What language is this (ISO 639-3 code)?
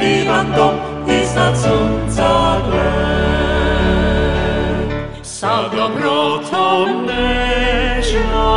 srp